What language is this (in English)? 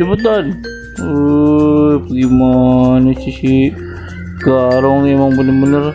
Betawi